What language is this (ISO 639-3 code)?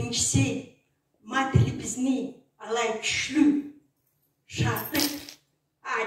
krc